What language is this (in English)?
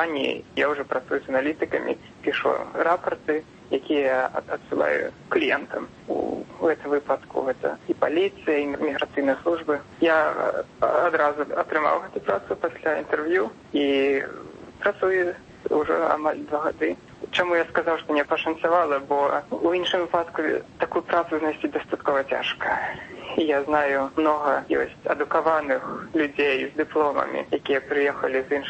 Belarusian